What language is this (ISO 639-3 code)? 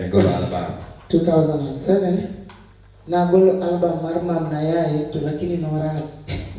luo